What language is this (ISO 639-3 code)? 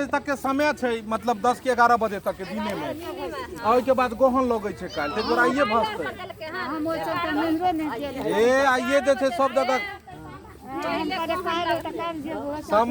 mai